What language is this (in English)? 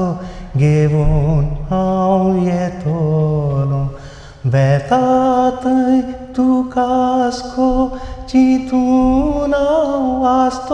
Konkani